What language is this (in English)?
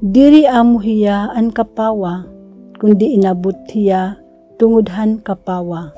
Waray